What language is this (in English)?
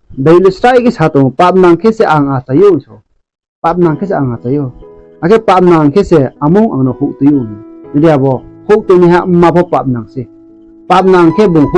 Riang (India)